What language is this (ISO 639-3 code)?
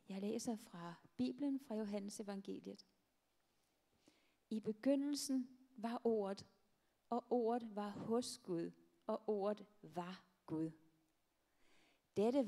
dan